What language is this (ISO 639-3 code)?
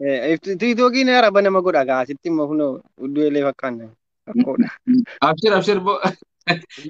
orm